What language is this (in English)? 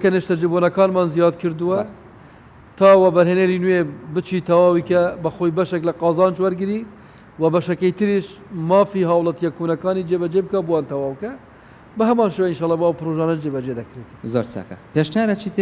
Central Kurdish